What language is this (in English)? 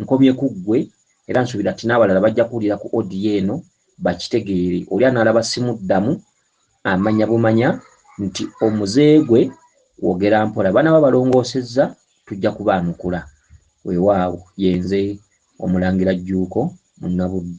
Ganda